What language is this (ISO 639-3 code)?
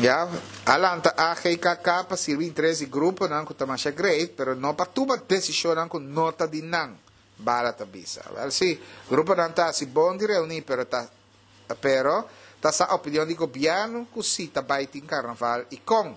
pap